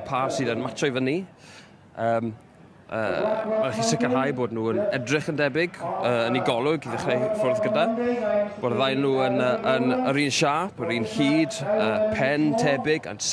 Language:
Welsh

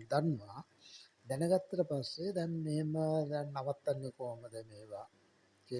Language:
Sinhala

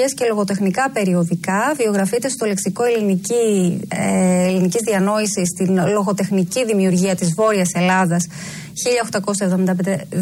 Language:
Greek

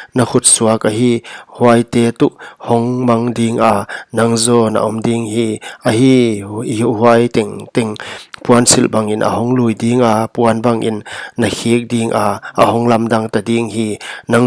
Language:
Paite Chin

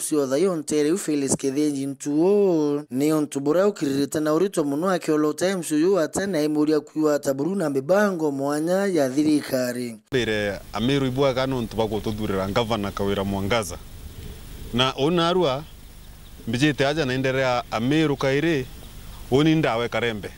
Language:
Meru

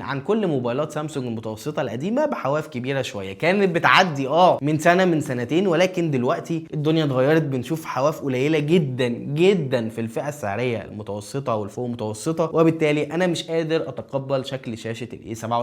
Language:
Egyptian Arabic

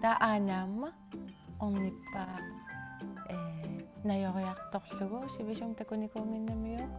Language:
Kalaallisut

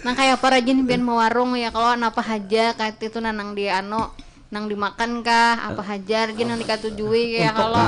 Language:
Banjar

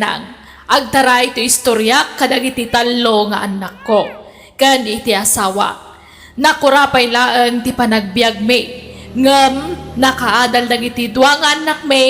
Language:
Iloko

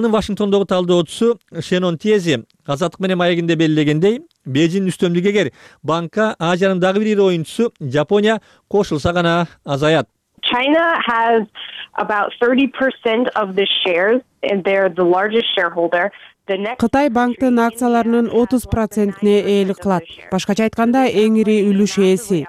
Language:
Kyrgyz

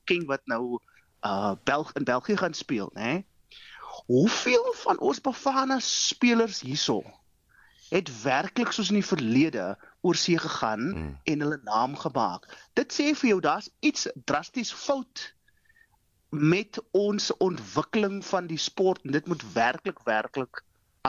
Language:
Afrikaans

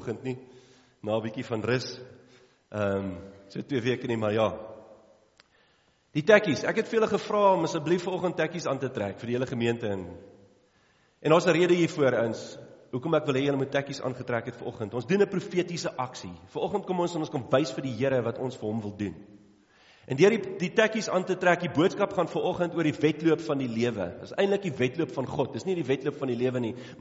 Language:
Afrikaans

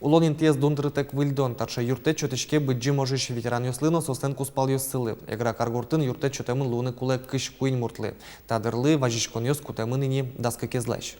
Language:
Udmurt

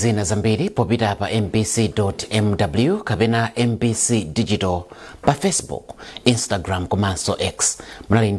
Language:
Nyanja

